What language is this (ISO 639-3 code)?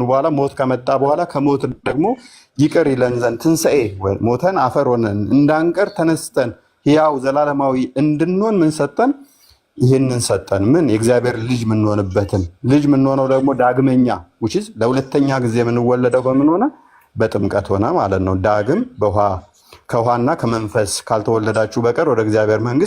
amh